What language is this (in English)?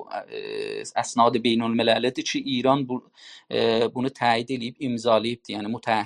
South Azerbaijani